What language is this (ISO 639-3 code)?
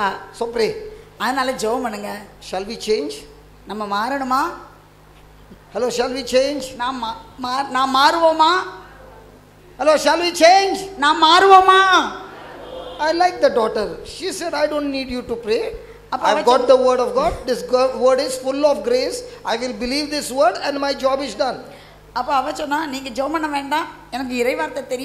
tam